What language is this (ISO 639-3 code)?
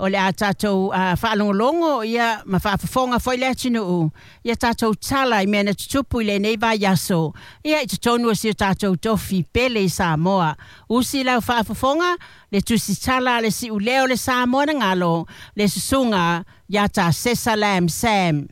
smo